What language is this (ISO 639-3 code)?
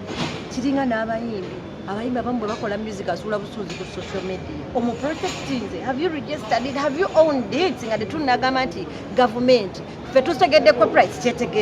lug